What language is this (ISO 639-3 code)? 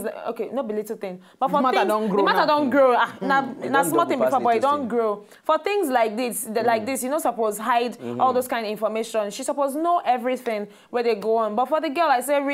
pcm